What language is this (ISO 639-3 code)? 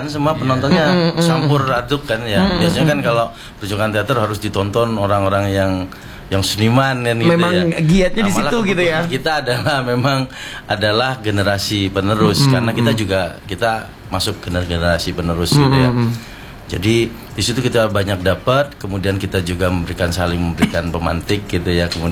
ind